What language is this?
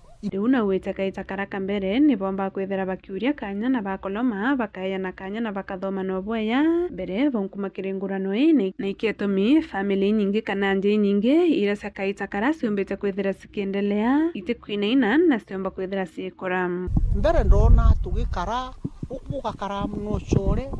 Meru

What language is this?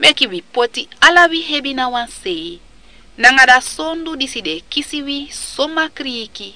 Sranan Tongo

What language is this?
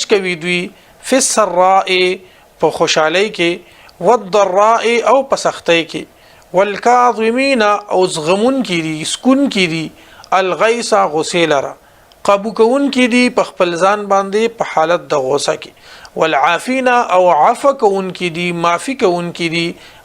Pashto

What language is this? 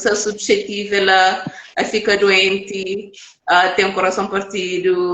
Kabuverdianu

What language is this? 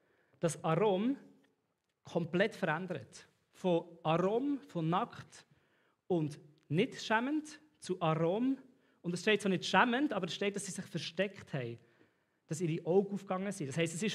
Swiss German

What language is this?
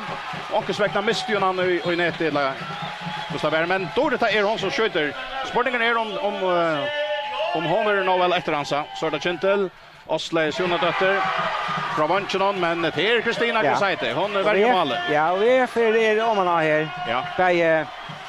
Faroese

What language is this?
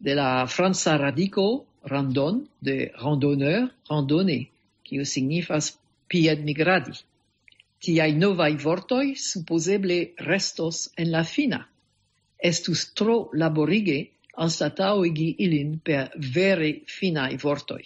Esperanto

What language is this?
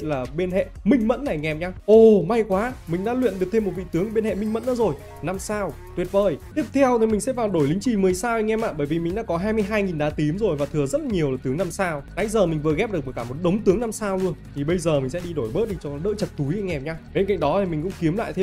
Vietnamese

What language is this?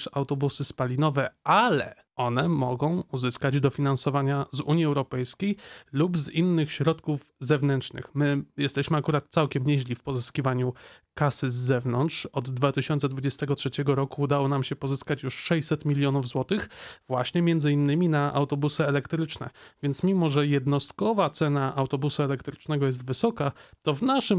Polish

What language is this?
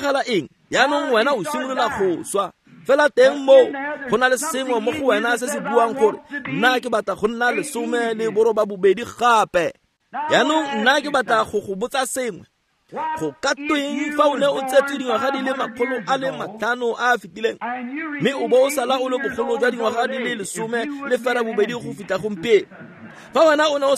Tswana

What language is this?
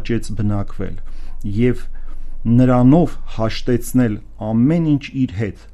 Armenian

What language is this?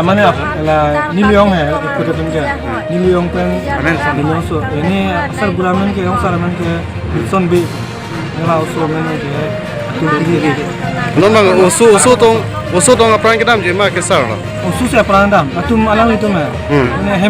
Karbi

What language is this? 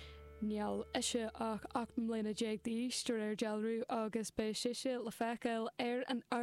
Irish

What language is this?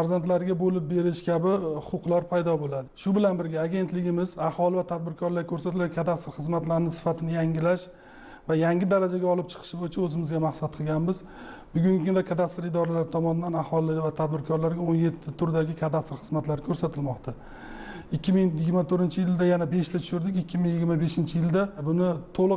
Uzbek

